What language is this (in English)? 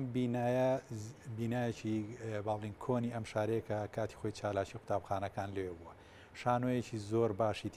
Central Kurdish